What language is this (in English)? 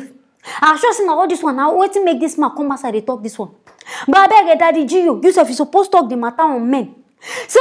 Nigerian Pidgin